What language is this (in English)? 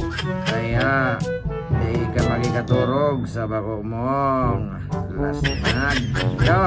Bikol